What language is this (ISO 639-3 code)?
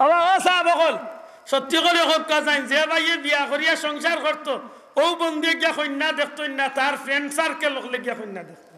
syl